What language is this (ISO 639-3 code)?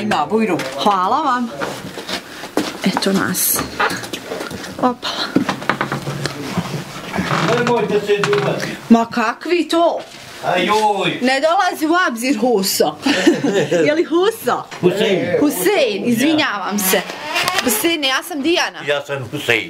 bos